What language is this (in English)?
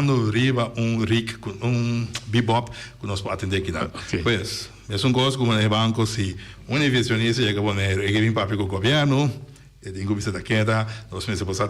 Papiamento